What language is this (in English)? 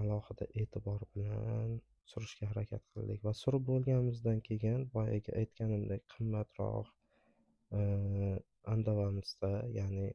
Uzbek